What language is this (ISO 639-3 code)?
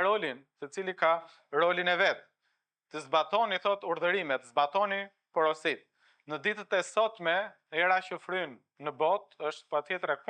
sqi